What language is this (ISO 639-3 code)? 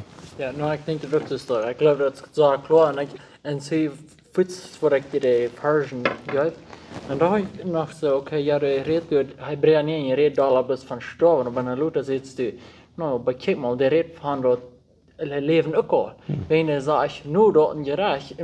pdt